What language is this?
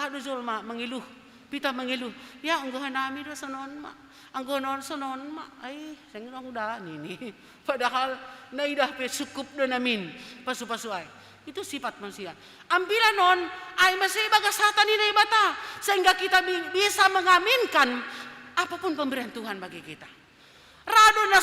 Batak Simalungun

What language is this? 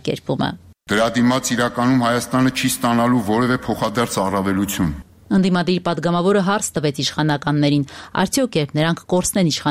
Armenian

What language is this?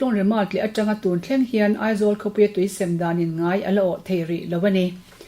Mizo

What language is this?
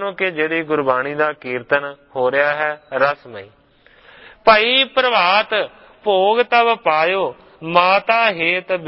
Punjabi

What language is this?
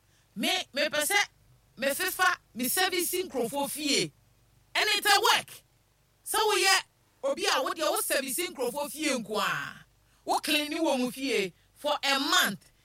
Akan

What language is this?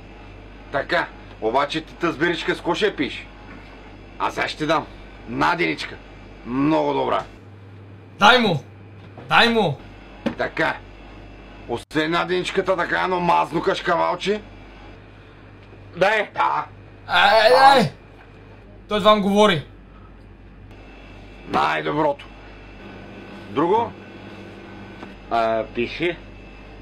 Bulgarian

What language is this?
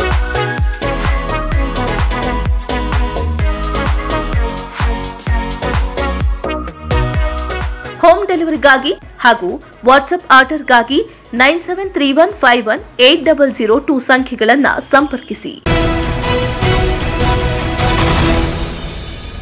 Kannada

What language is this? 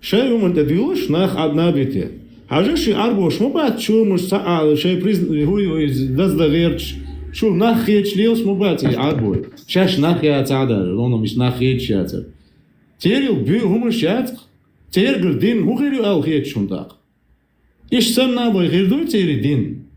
Chechen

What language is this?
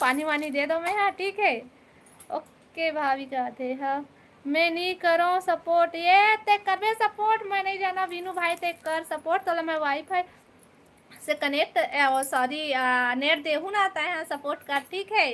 Chhattisgarhi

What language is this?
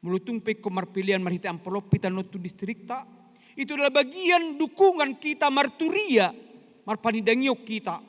Batak Toba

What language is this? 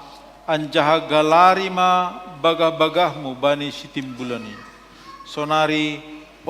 Batak Simalungun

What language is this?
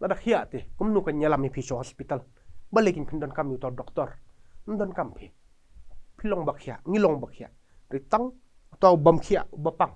Khasi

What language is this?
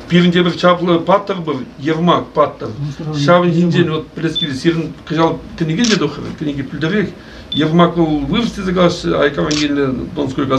Chuvash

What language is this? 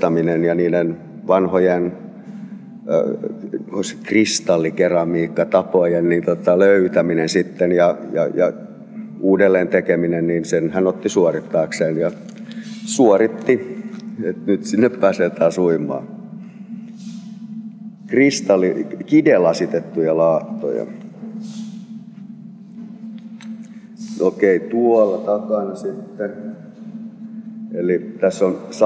Finnish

